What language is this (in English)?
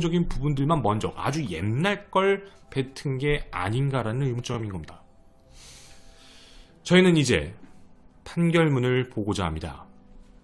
Korean